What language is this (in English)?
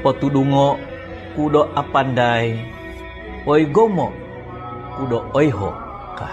Central Dusun